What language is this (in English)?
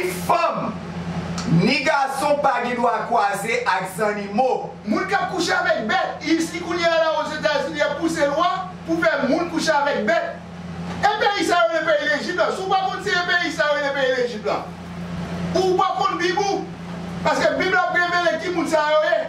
Haitian Creole